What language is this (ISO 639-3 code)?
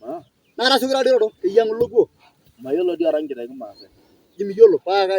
mas